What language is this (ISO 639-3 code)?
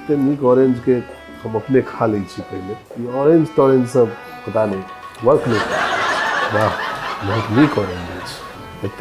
mai